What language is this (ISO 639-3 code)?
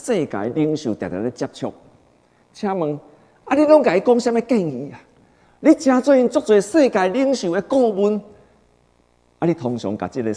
nan